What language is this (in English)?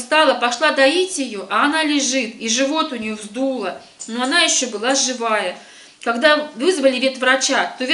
Russian